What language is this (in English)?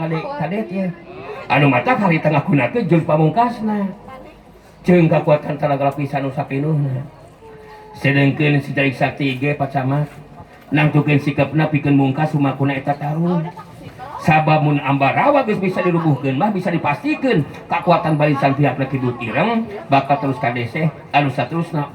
Sundanese